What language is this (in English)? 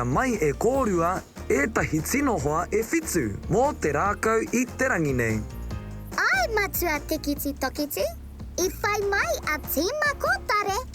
Māori